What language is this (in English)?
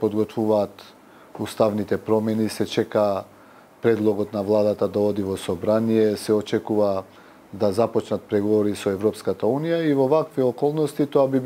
Macedonian